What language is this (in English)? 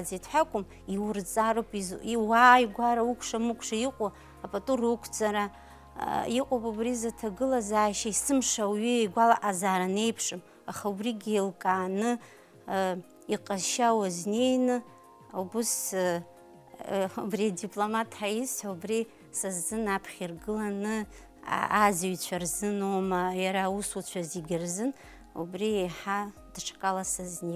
Abkhazian